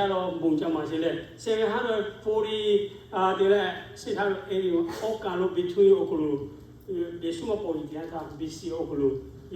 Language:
Lahu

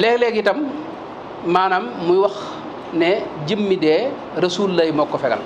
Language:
Wolof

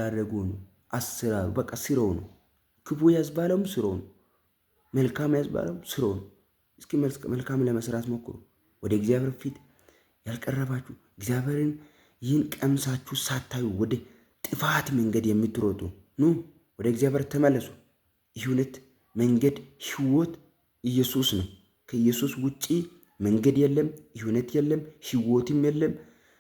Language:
Amharic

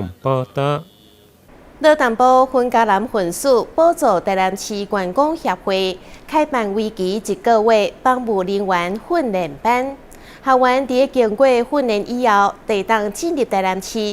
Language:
Min Nan Chinese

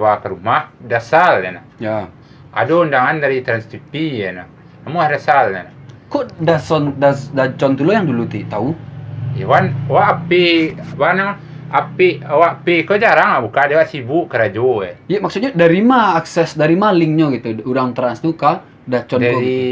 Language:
Minangkabau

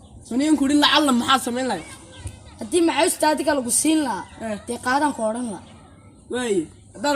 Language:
Somali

